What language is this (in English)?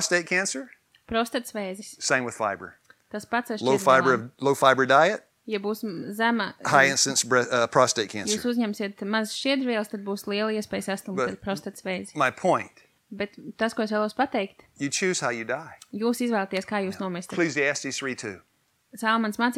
Latvian